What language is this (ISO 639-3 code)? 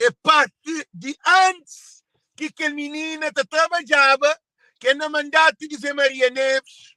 kea